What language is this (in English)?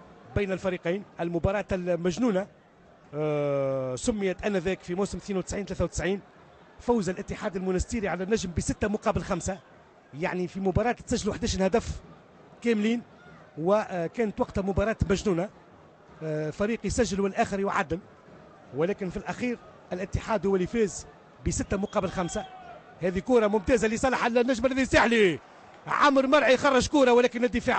Tunisian Arabic